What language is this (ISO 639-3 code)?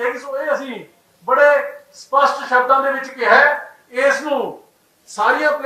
pan